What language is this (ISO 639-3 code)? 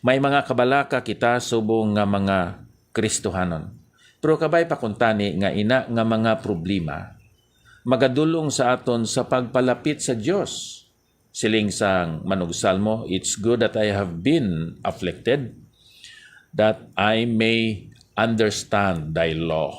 hil